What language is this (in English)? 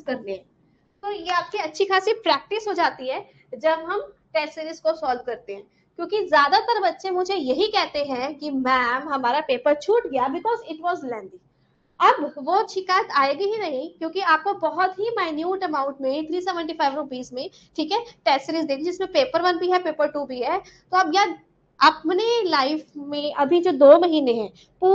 Hindi